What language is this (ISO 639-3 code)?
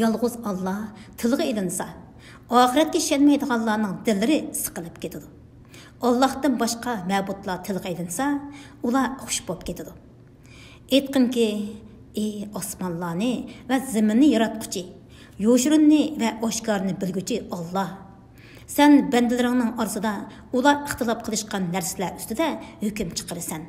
uig